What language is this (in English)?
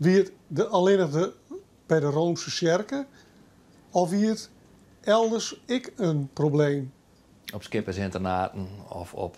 Western Frisian